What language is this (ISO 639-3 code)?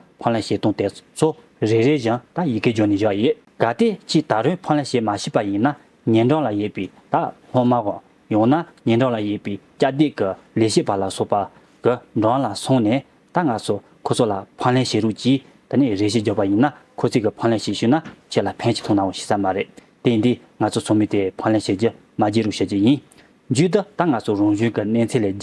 bod